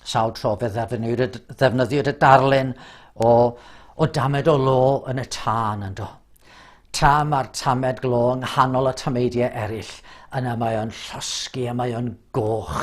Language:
Welsh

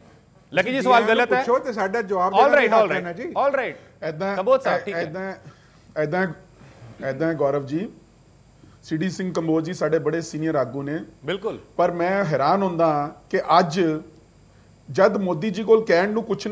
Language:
Punjabi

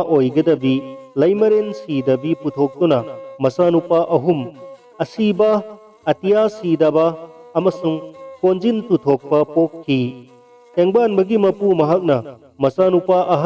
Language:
Manipuri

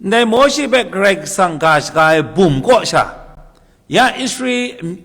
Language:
Kachin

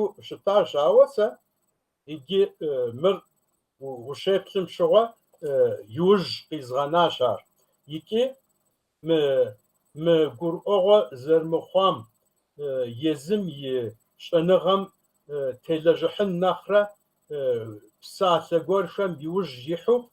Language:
Kabardian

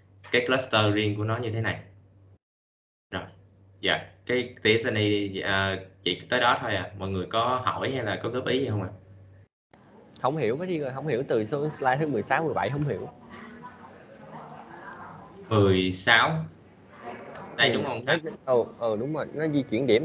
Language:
Vietnamese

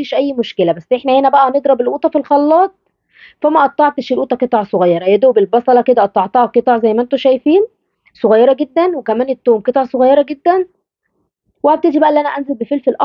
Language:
Egyptian Arabic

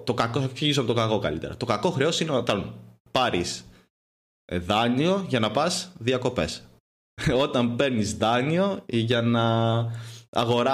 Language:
Greek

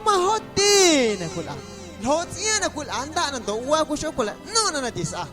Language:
Guerrero Amuzgo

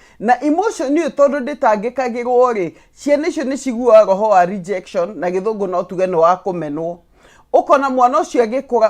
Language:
Kikuyu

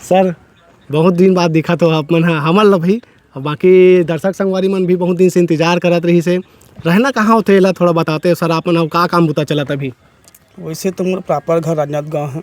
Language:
Chhattisgarhi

